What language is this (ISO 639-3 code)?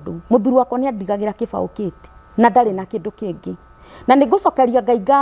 kik